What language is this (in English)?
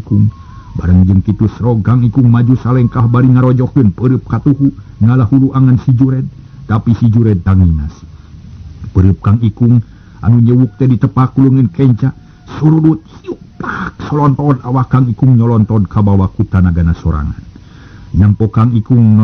Sundanese